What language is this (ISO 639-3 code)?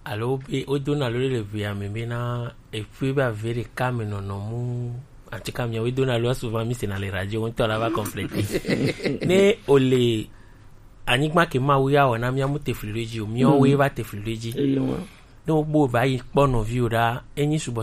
gej